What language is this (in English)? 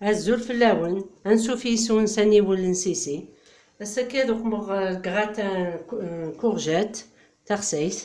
Kabyle